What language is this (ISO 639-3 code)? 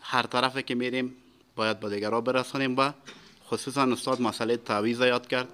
fas